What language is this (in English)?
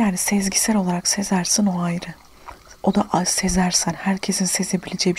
Turkish